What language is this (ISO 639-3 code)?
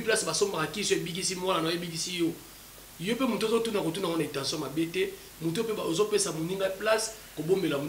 lin